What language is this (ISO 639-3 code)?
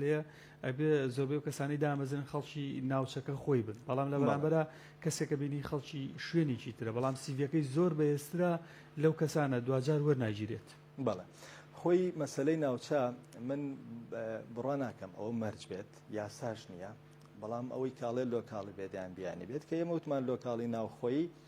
ckb